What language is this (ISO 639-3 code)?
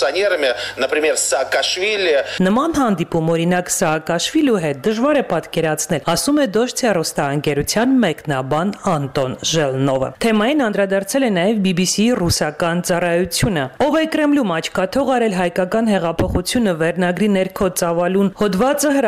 hye